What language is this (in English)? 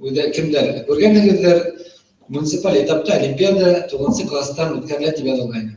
Bashkir